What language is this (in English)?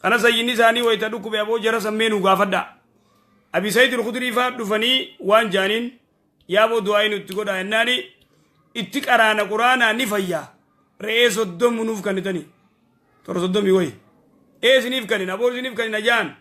Oromo